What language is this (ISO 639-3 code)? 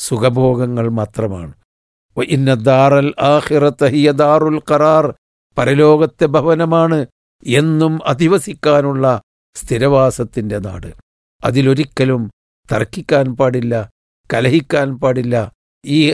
mal